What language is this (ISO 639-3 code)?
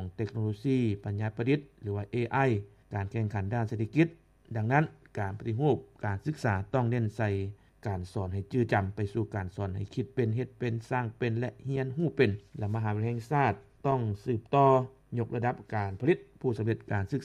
lao